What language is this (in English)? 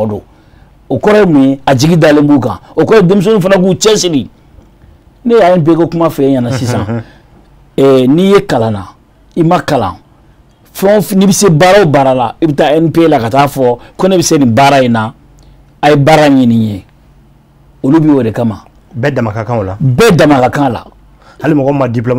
Bambara